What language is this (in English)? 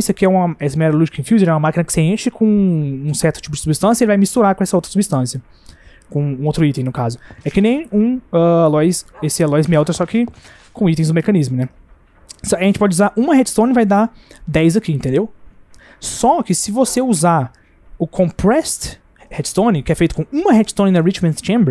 Portuguese